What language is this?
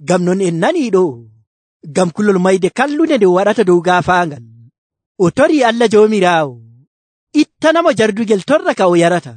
Nigerian Fulfulde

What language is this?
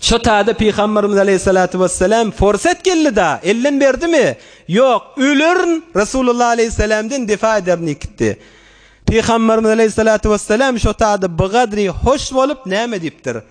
Turkmen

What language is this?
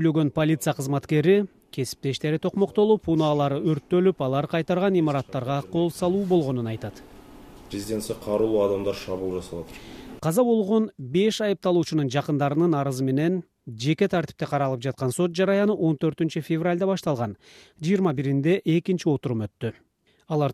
Kyrgyz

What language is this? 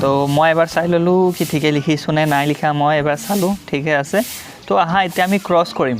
Assamese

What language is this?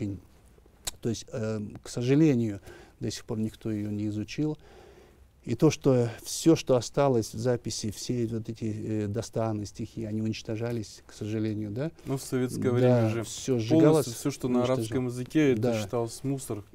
Russian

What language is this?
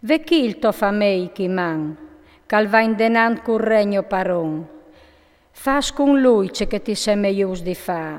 Friulian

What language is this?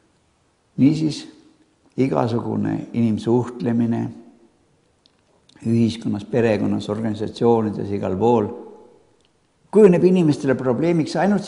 Estonian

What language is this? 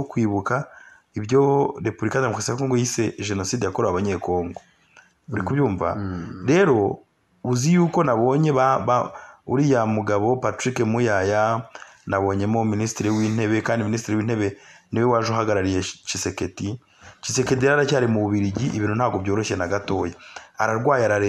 Kinyarwanda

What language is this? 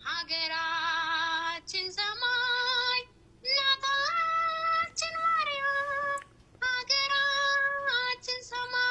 Amharic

